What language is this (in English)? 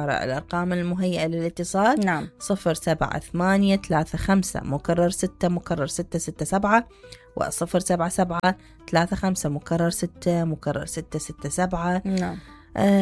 Mesopotamian Arabic